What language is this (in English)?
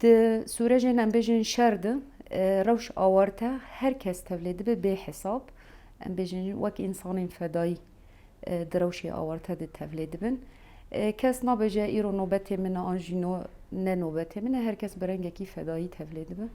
Kurdish